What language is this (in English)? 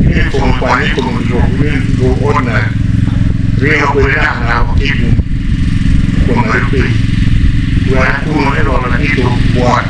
Acoli